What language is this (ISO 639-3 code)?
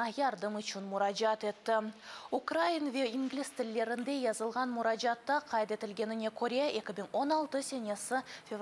crh